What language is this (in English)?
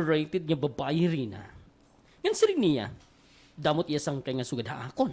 Waray